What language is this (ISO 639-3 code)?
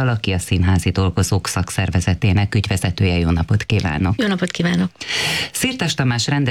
hun